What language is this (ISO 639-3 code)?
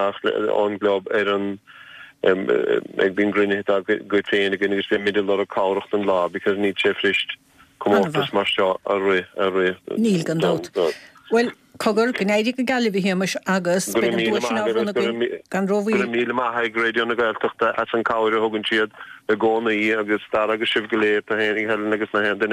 gle